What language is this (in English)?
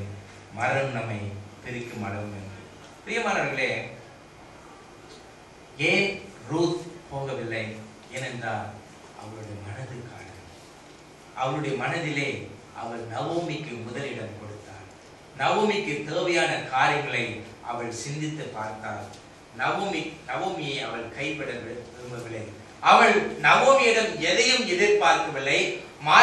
Tamil